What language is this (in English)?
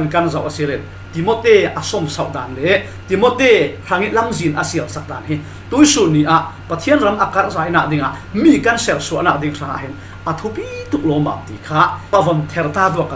Falam Chin